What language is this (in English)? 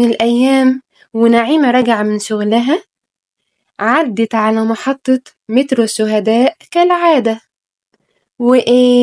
Egyptian Arabic